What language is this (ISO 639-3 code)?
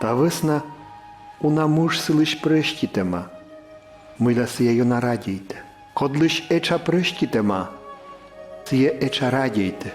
kom